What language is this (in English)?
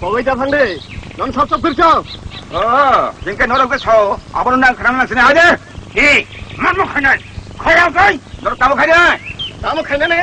Kok Borok